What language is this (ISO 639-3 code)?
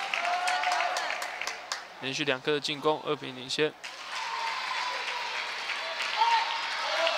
zho